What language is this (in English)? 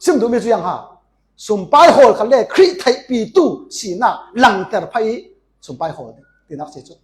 Falam Chin